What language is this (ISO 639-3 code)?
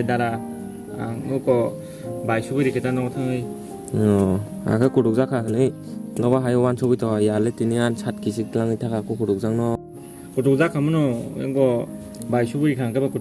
trp